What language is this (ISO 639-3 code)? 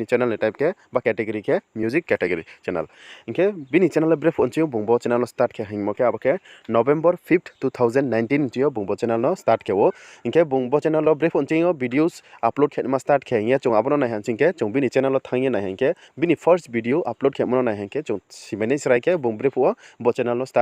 ria